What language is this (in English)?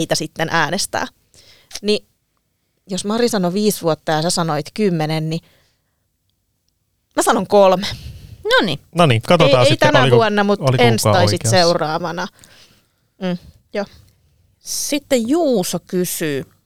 Finnish